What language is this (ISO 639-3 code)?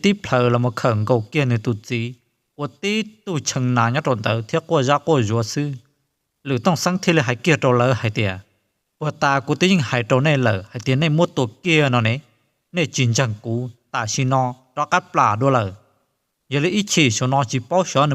hmn